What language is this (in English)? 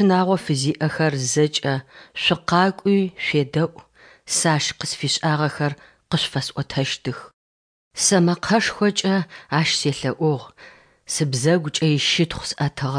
Adyghe